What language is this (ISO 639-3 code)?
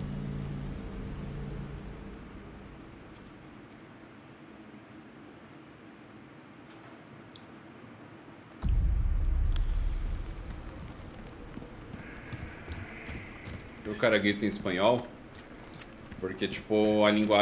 por